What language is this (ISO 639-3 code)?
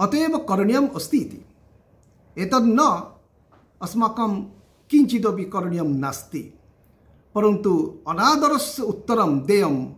san